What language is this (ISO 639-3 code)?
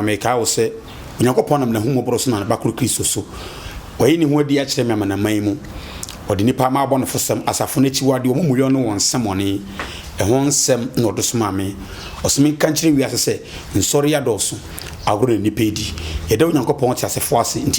aka